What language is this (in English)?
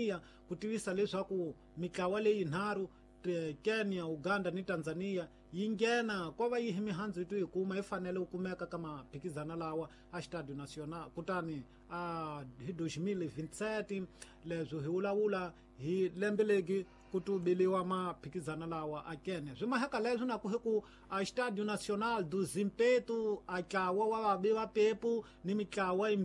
Tsonga